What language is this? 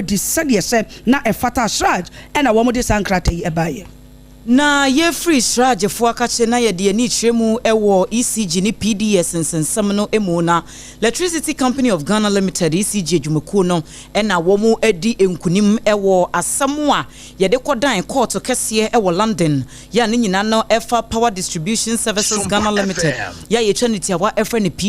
Akan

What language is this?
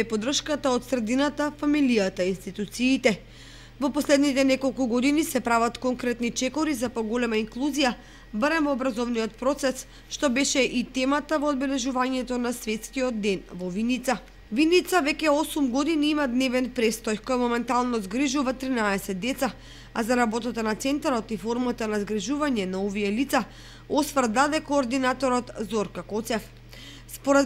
Macedonian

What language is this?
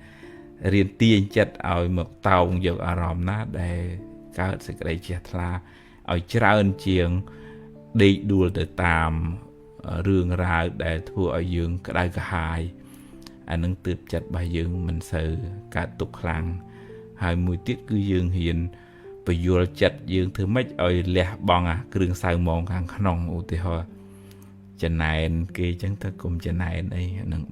Khmer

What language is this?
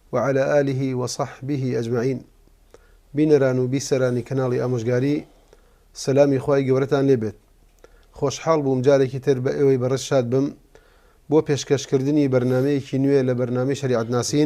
Central Kurdish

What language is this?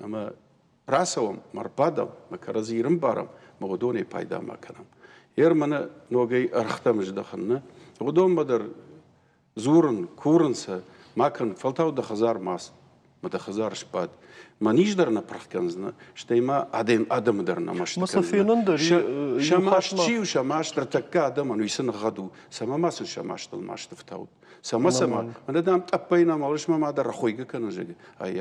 Ossetic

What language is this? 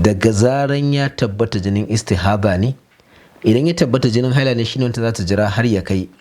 Hausa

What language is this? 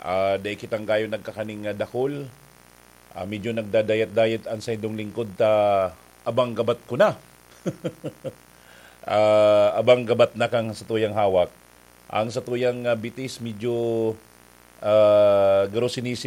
Bikol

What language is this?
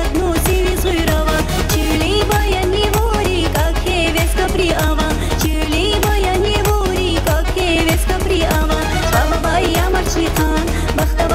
Tabassaran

